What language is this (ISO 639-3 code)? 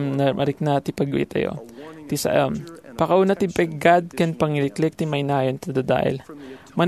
ilo